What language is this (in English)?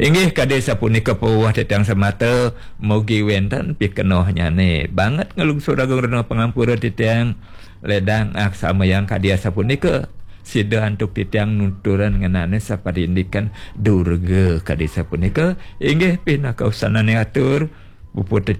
Balinese